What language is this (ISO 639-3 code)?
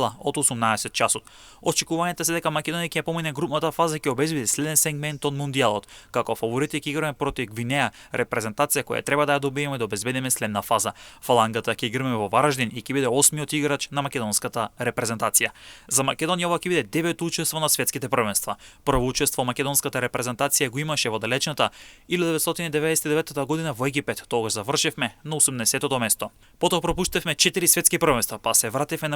mkd